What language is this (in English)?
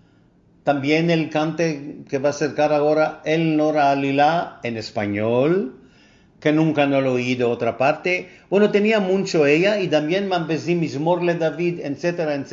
Ladino